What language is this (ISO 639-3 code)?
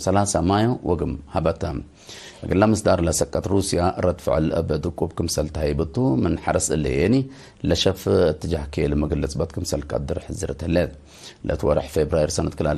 tig